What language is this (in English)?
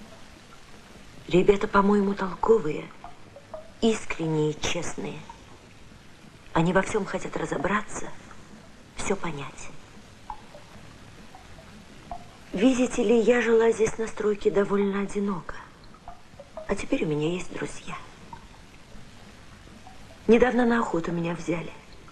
Russian